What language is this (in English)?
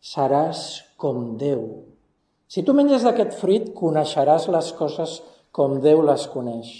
Catalan